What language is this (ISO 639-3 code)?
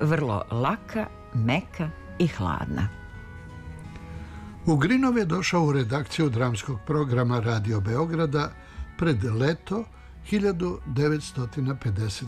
srp